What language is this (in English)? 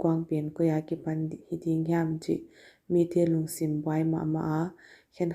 Paite Chin